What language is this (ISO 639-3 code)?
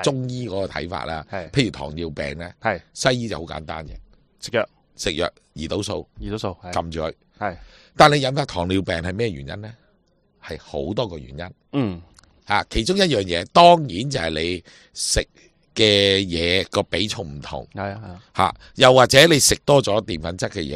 yue